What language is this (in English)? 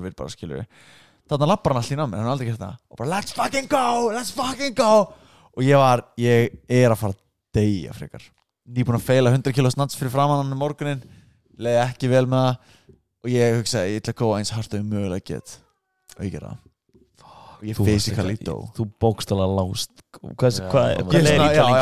Icelandic